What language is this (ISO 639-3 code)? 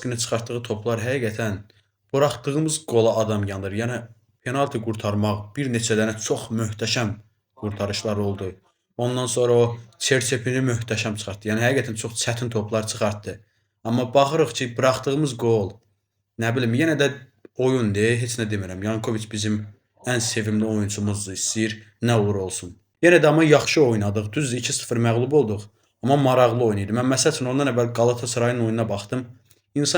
aze